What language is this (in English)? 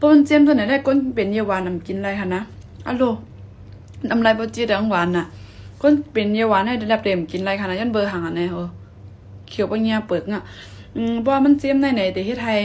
Shan